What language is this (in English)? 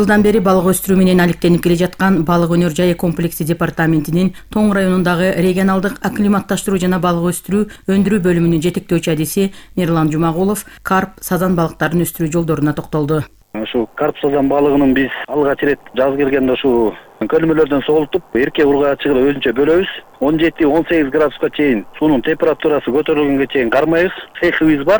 Kyrgyz